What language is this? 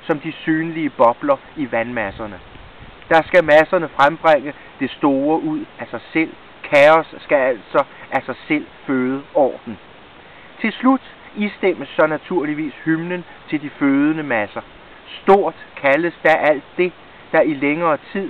Danish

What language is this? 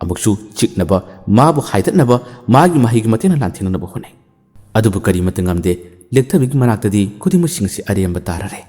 Manipuri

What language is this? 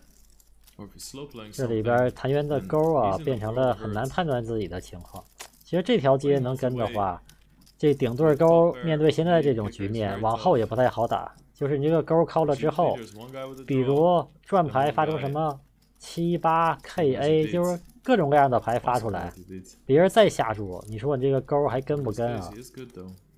Chinese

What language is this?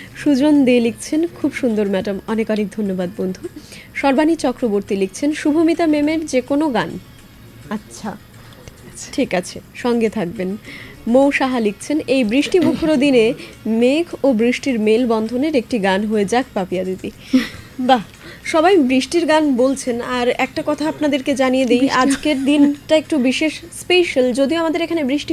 Bangla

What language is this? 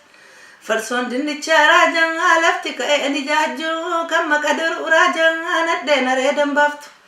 Oromo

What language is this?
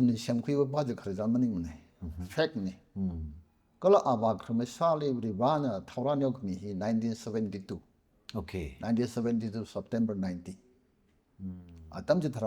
Tangkhul Naga (India)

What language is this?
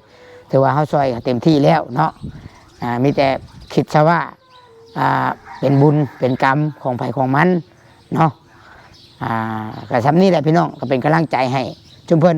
Northeastern Thai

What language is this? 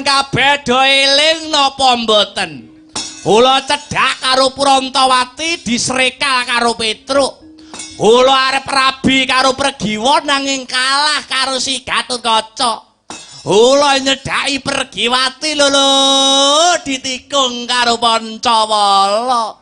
Javanese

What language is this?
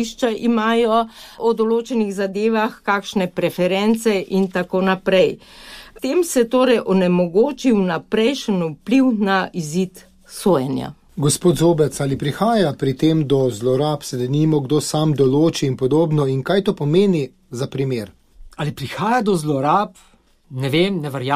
Slovenian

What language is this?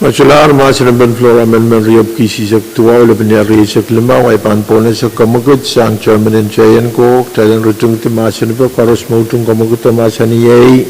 Pohnpeian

